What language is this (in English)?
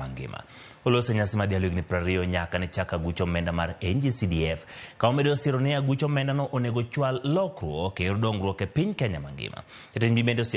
Luo (Kenya and Tanzania)